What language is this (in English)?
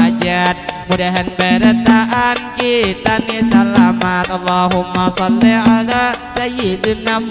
Banjar